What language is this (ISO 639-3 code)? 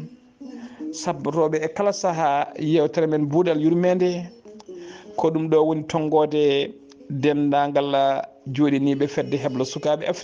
ful